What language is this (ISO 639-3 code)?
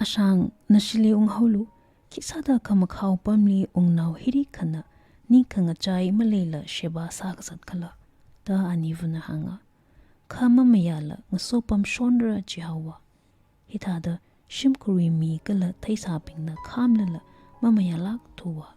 nmf